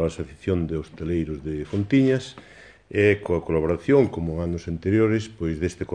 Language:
Galician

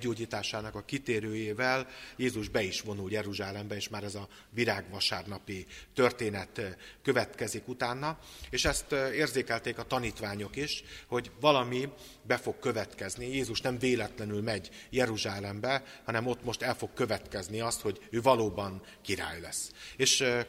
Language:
Hungarian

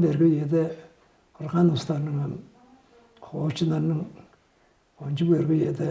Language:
Tuvinian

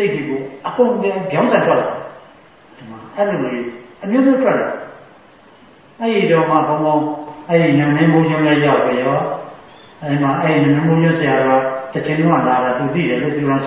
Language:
Burmese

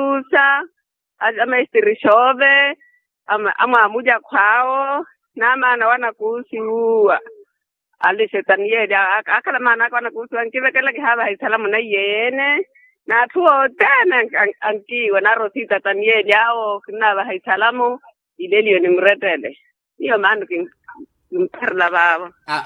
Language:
Makhuwa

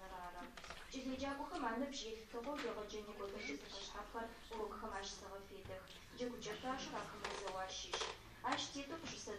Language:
Adyghe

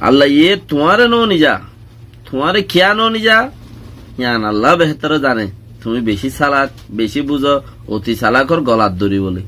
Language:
Rohingya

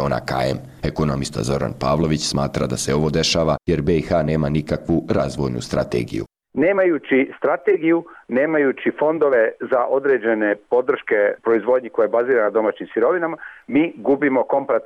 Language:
Bosnian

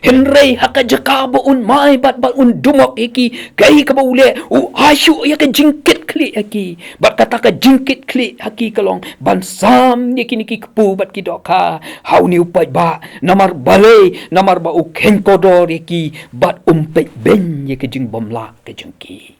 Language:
Khasi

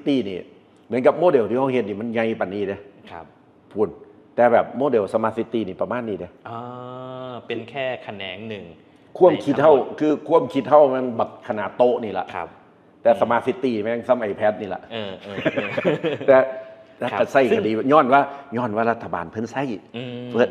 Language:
Northeastern Thai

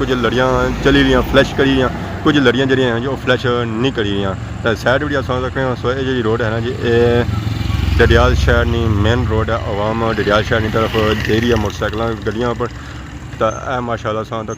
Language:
Pahari-Potwari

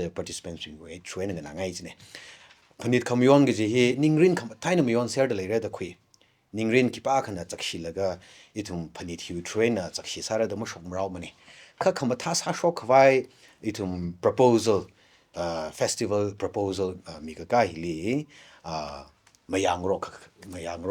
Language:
Tangkhul Naga (India)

